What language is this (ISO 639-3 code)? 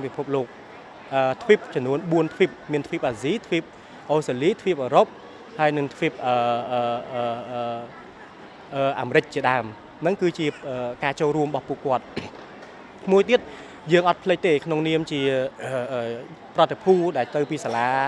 khm